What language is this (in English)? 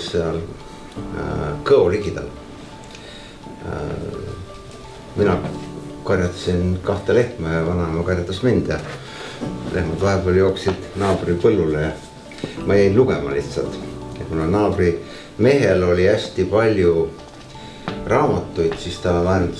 Estonian